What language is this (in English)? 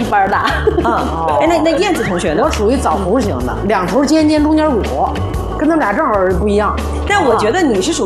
Chinese